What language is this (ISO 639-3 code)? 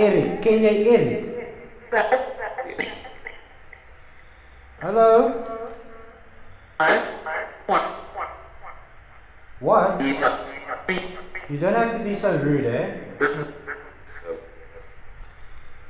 afr